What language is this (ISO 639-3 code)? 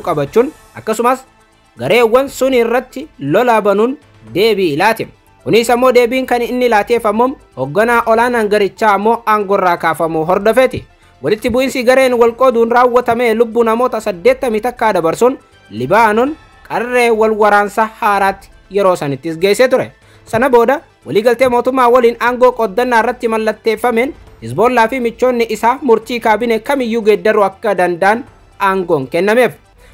orm